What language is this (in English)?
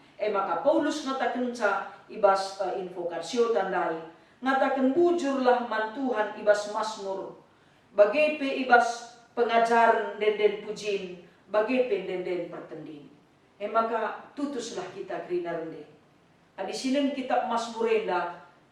Batak Karo